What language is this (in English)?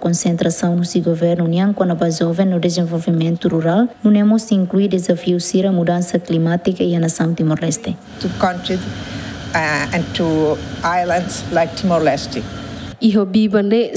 Tetum